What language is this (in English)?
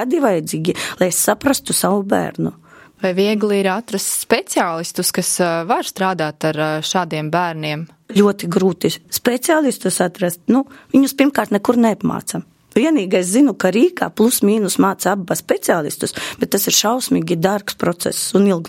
Latvian